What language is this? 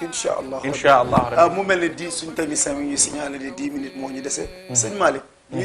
Wolof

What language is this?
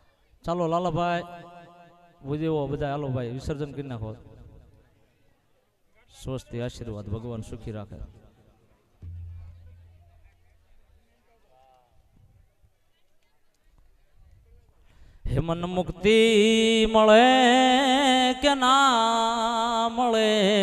Gujarati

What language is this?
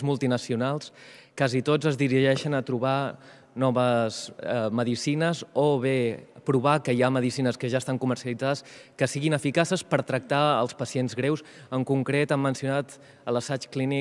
Catalan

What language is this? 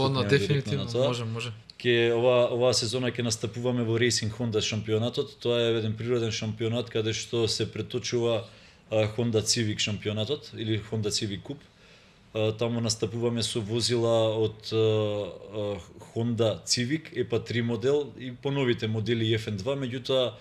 Macedonian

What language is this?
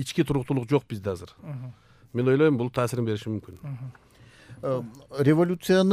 Kyrgyz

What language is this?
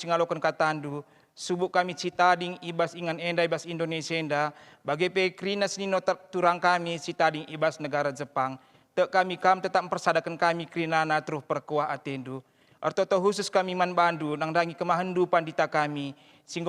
Batak Karo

